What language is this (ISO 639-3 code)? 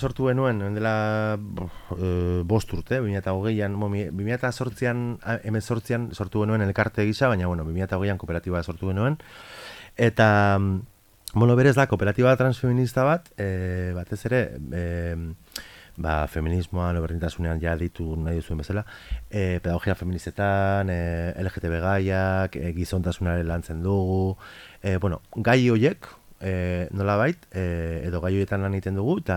eus